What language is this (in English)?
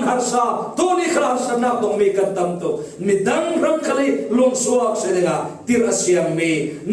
Falam Chin